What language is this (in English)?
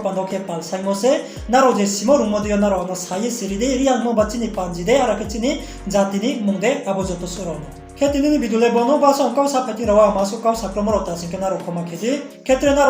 Riang (India)